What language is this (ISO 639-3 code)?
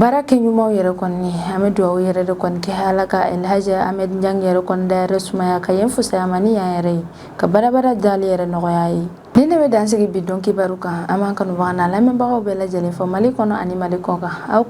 bam